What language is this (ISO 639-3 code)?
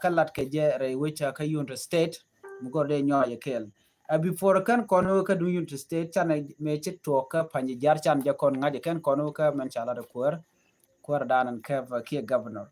nus